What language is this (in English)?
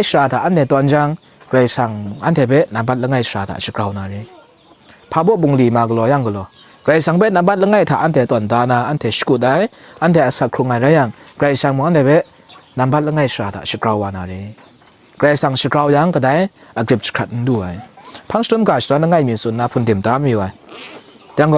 Kachin